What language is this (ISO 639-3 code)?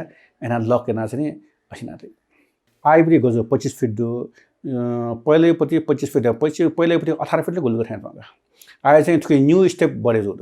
new